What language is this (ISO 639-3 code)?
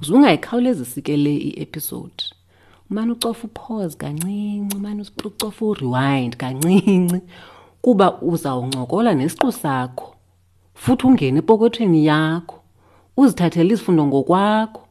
xho